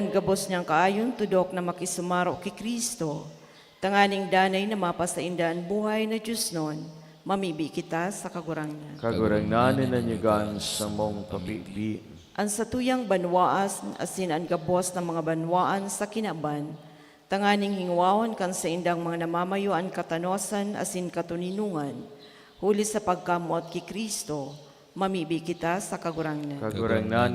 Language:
Bikol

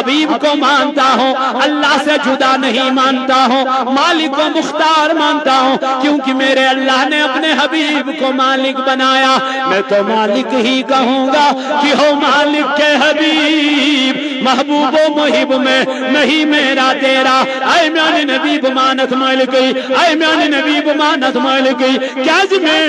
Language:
Kashmiri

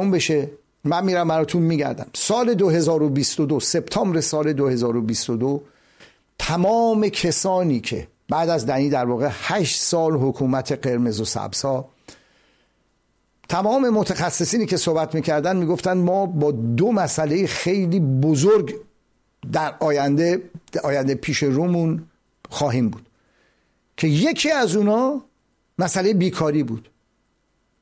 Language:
Persian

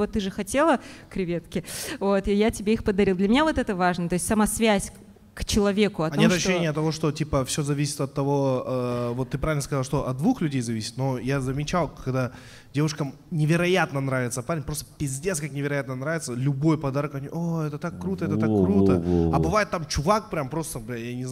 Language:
Russian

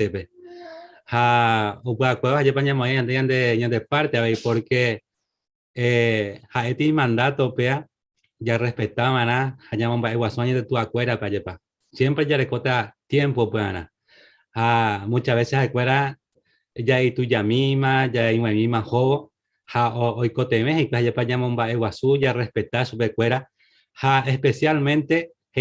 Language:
Guarani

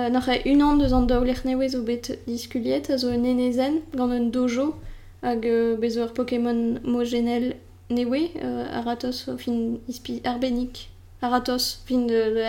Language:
Breton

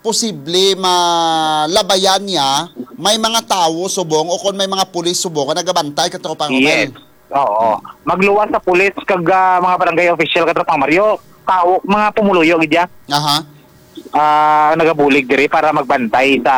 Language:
Hiligaynon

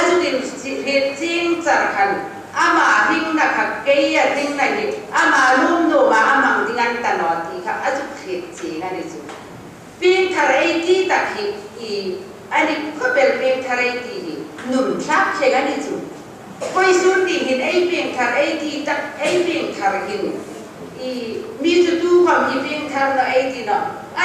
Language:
Hmar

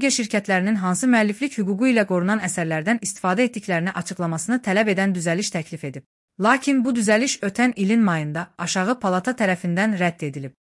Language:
Azerbaijani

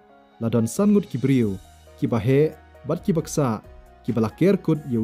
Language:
Khasi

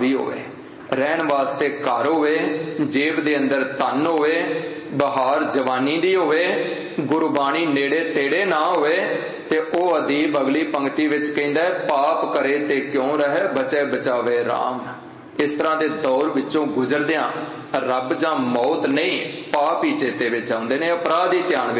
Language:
Punjabi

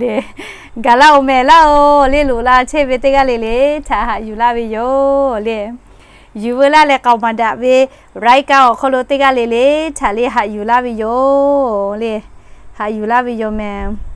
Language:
Lahu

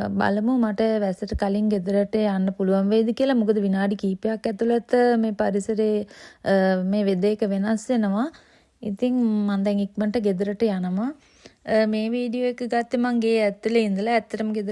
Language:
Sinhala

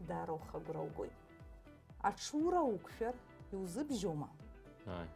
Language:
Abkhazian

